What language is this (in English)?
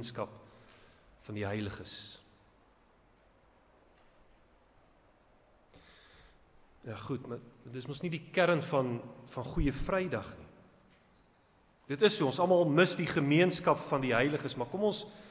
Afrikaans